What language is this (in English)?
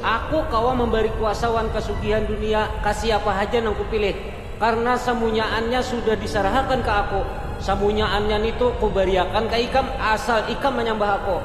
Banjar